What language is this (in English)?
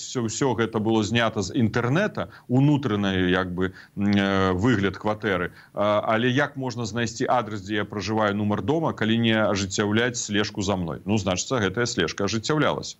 Belarusian